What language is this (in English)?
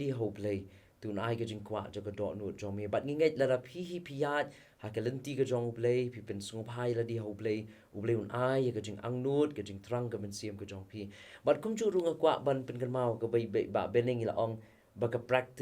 Khasi